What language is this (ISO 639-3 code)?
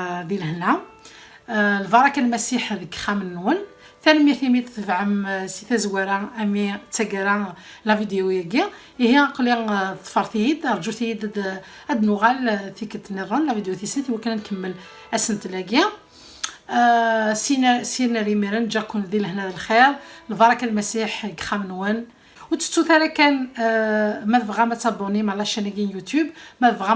kab